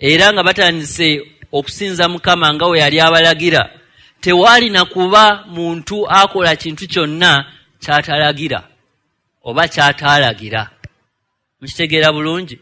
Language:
Ganda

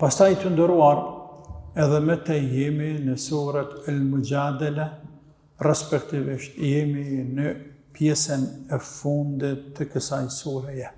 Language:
Albanian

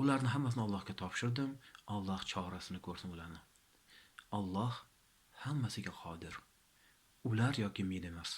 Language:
Uzbek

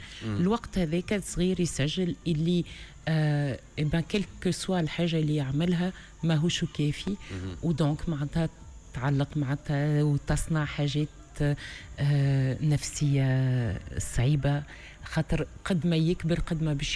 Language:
Tunisian Arabic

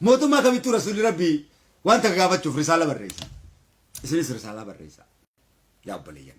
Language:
Oromo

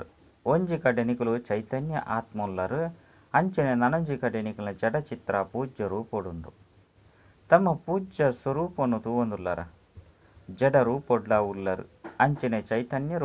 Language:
Tulu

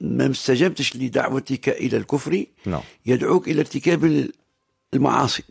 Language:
Tunisian Arabic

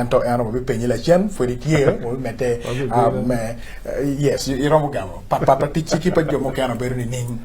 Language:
Acoli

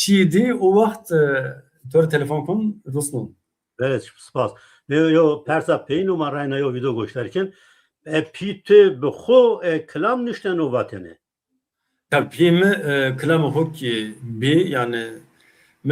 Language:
Zaza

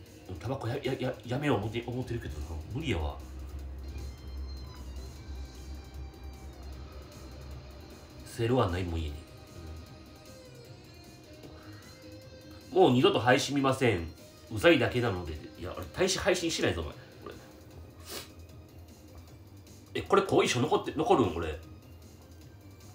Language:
Japanese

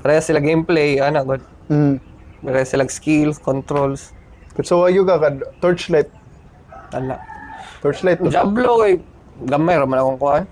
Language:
Cebuano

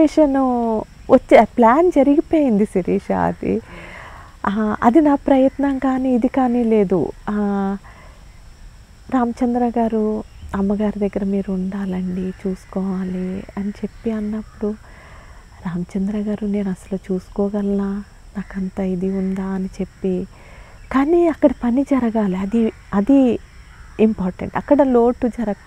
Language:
Telugu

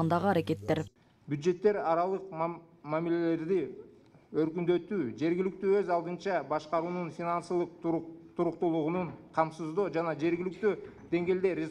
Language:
Kyrgyz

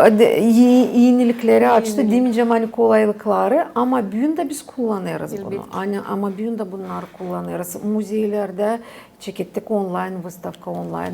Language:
Gagauz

